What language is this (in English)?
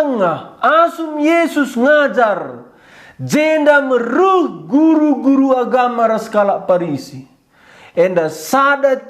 Batak Karo